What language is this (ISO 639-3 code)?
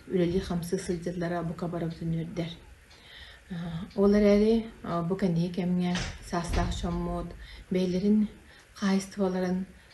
sah